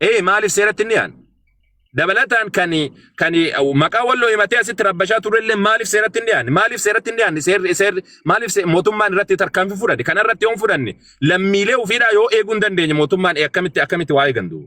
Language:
Oromo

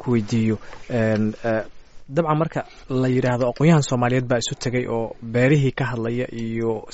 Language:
Somali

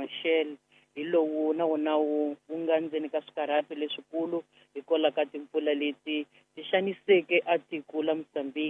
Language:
Tsonga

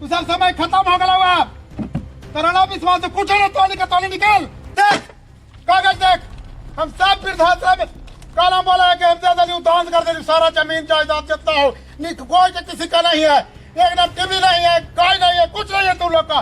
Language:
Magahi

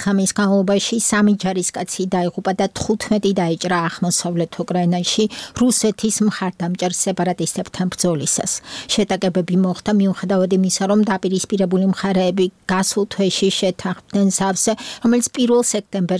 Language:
Georgian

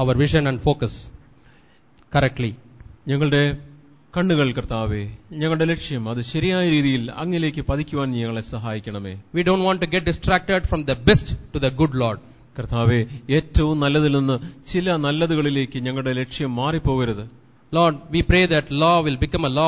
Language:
Malayalam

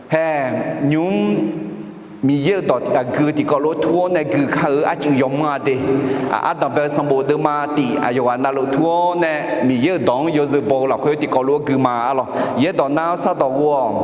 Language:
Akha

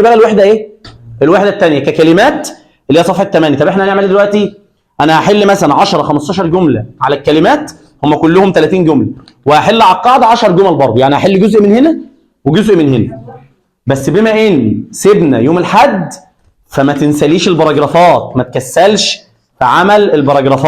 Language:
Egyptian Arabic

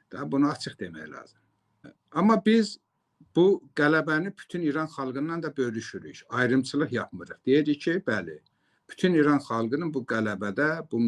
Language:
Azerbaijani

